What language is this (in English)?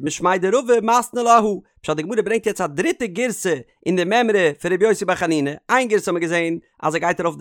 Yiddish